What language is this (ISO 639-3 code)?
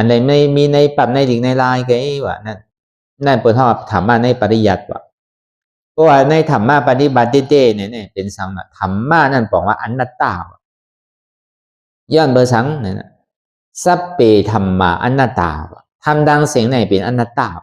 shn